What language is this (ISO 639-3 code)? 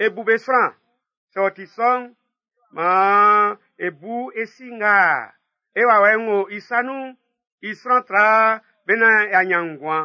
bci